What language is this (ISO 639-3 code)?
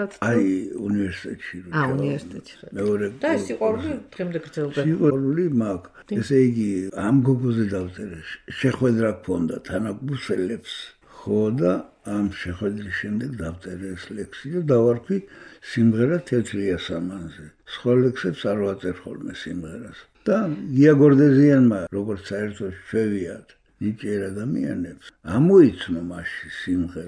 kat